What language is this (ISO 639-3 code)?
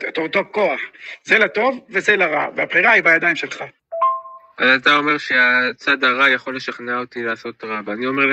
heb